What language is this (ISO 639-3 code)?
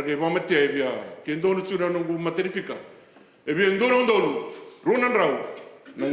fij